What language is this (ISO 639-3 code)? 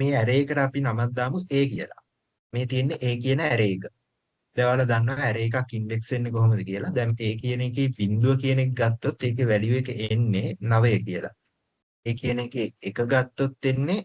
sin